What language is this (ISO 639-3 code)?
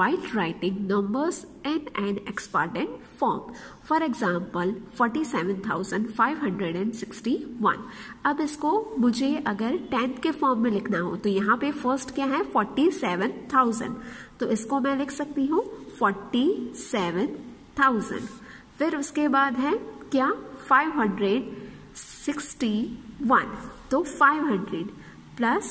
hin